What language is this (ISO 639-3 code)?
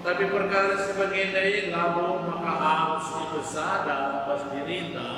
btx